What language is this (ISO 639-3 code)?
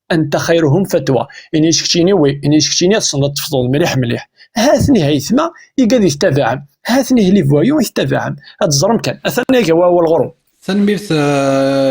kab